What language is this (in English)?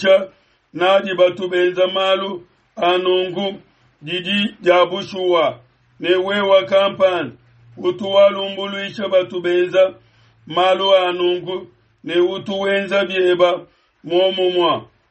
Luba-Lulua